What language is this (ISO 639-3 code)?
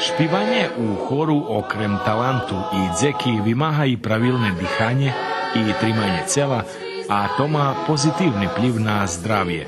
rue